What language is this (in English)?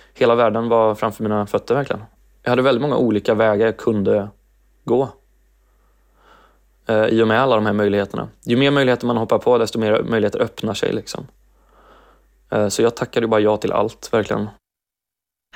Swedish